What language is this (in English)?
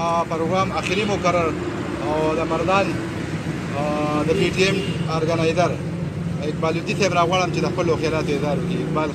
Pashto